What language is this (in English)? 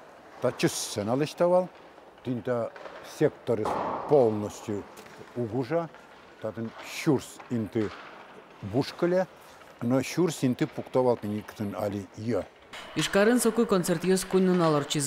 Udmurt